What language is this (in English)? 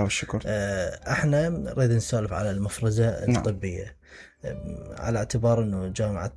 Mesopotamian Arabic